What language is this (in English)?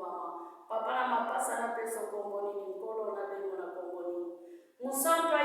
Lingala